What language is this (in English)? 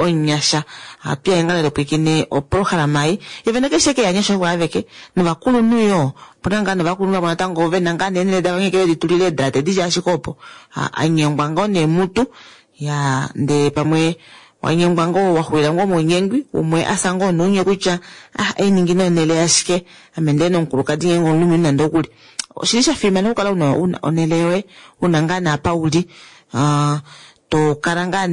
Kuanyama